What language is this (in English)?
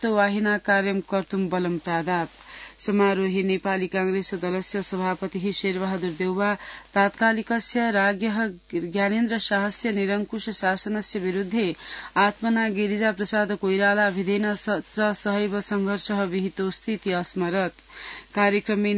Sanskrit